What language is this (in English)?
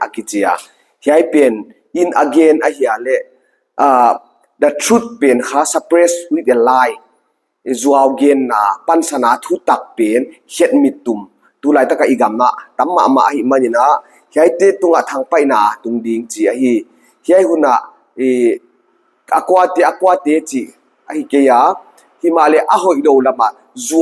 Paite Chin